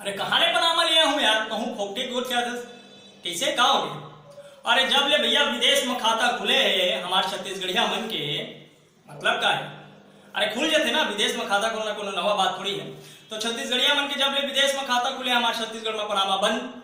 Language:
Chhattisgarhi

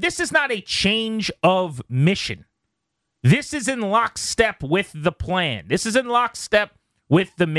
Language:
English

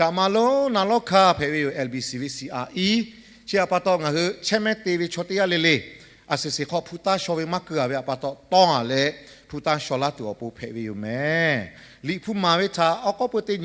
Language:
Lahu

